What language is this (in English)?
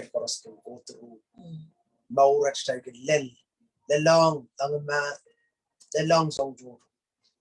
Pohnpeian